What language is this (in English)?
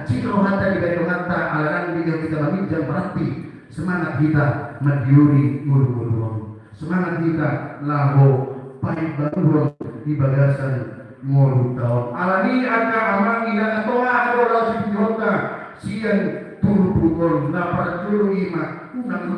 Batak Toba